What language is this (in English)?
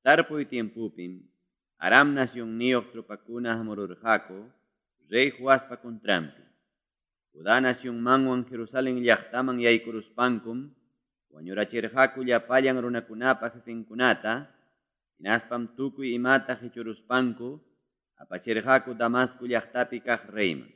Ayacucho Quechua